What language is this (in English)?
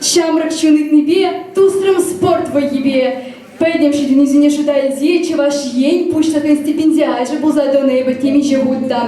Chuvash